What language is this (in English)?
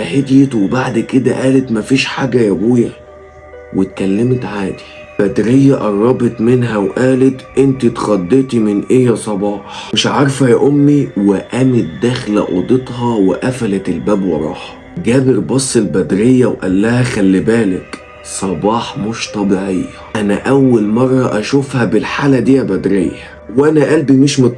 Egyptian Arabic